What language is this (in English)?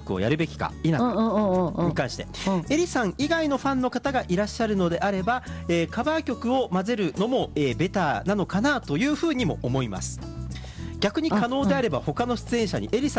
Japanese